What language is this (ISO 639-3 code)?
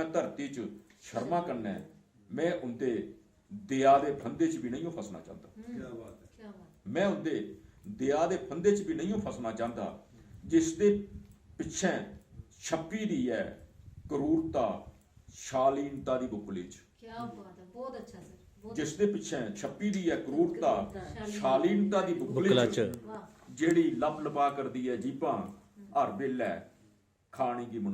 doi